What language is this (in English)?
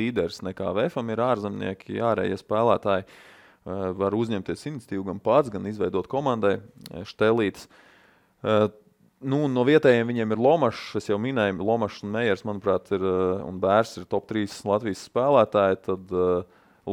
Latvian